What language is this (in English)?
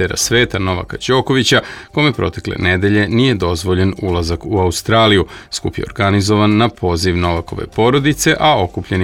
Serbian